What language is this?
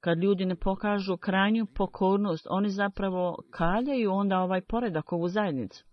Bosnian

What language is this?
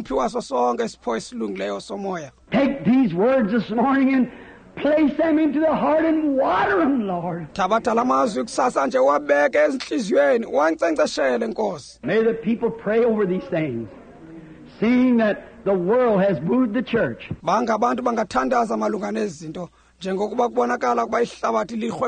Xhosa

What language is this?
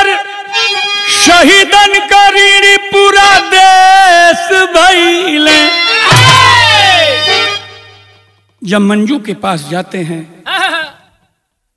Bhojpuri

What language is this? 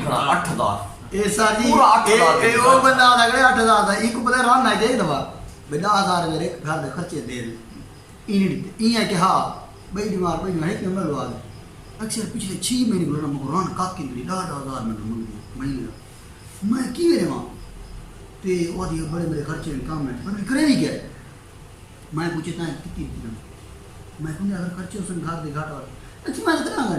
Saraiki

